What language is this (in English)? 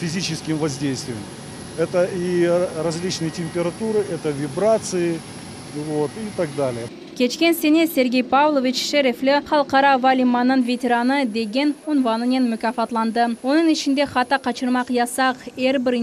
Crimean Tatar